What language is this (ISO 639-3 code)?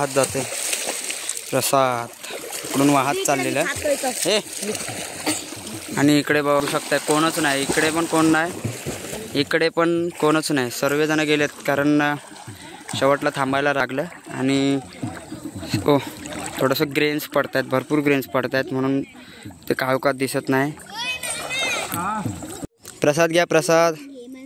mar